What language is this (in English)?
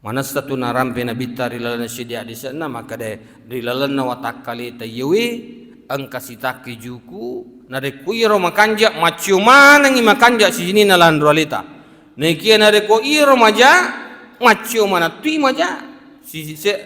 Buginese